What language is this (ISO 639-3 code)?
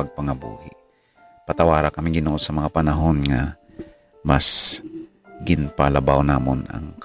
hil